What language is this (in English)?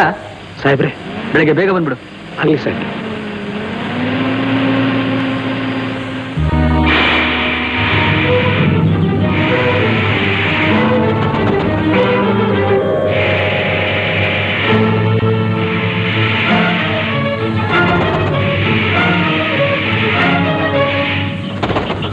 Kannada